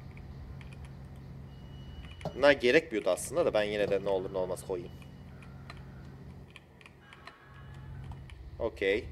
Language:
Turkish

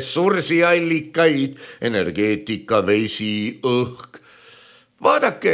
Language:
Estonian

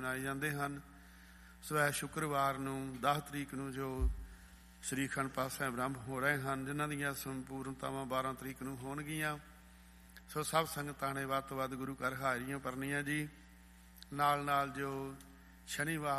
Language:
Punjabi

